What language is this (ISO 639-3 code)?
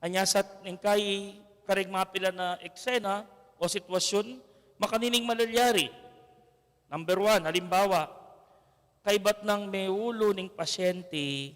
pam